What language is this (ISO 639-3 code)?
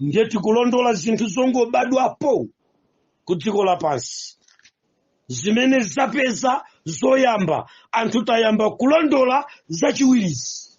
nya